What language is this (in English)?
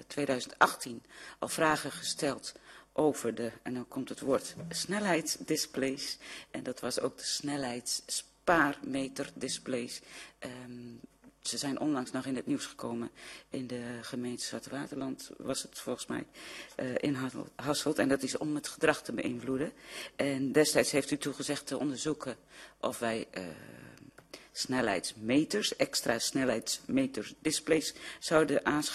Dutch